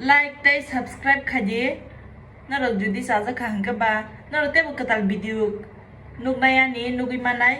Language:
Kok Borok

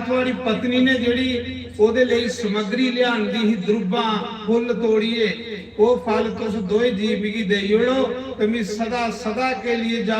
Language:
Dogri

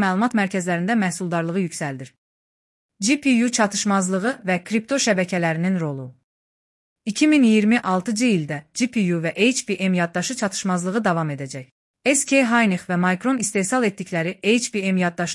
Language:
Azerbaijani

